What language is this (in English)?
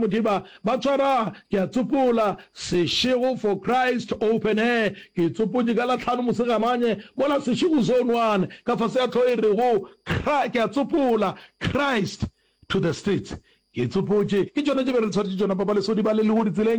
Northern Sotho